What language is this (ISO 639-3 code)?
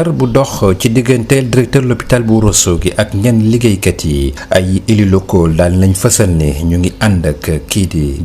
wol